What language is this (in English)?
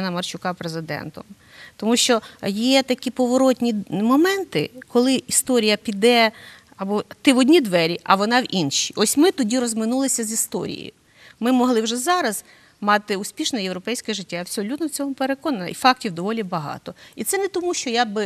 Ukrainian